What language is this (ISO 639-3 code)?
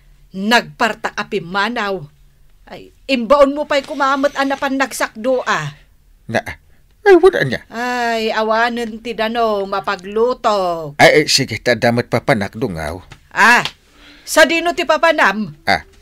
ilo